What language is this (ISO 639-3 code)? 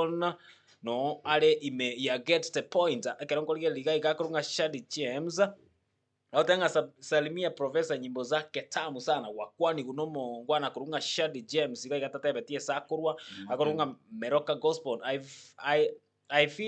guz